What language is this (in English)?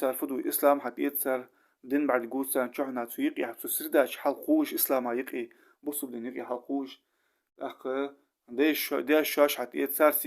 Ingush